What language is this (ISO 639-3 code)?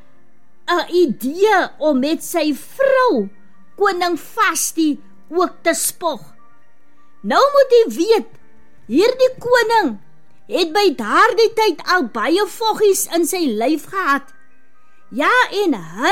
afr